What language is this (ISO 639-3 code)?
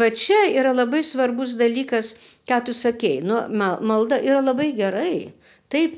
lit